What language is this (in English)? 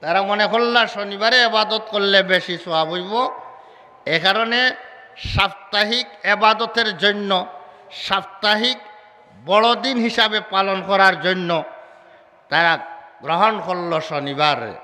Sylheti